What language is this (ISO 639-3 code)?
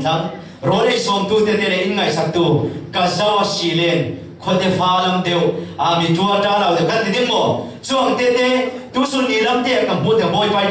cfm